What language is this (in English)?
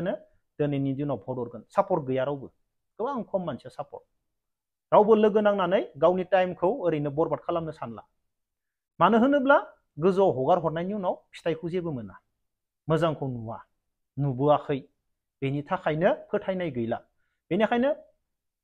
Bodo